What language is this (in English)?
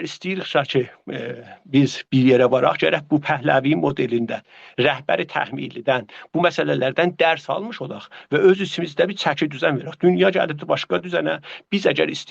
South Azerbaijani